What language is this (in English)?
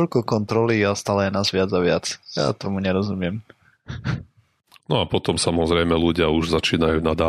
Slovak